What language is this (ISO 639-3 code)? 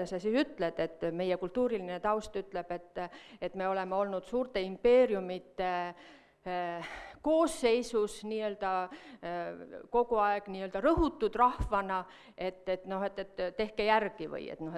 est